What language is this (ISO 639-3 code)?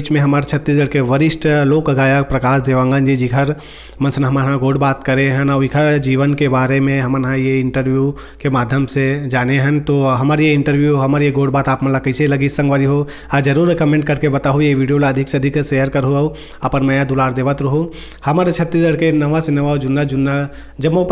hne